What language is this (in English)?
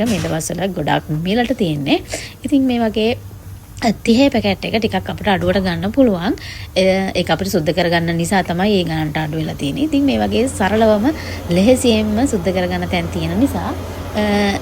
Sinhala